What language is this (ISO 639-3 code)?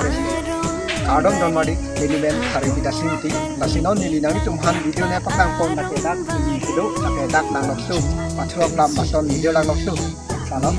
mjw